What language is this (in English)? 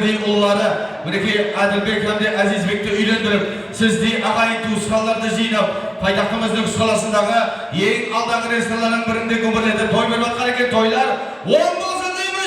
Kara-Kalpak